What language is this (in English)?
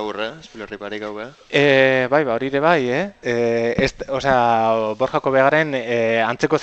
Basque